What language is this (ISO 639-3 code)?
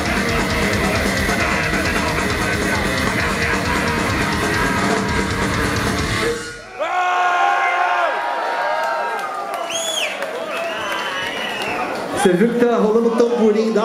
por